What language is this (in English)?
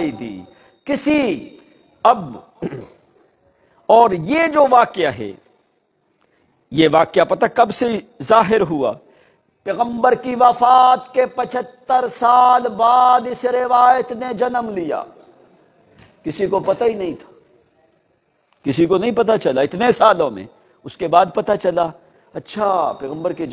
Urdu